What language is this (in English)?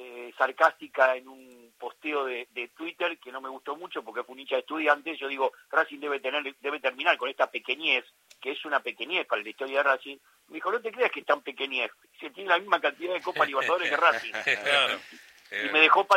Spanish